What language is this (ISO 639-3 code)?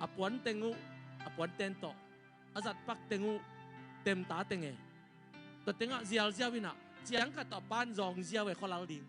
ctd